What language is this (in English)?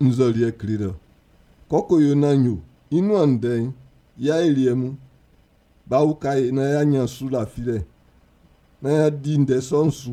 Baoulé